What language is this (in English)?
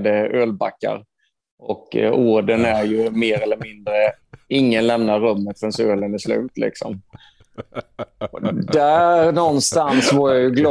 Swedish